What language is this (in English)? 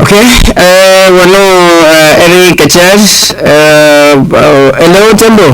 Acoli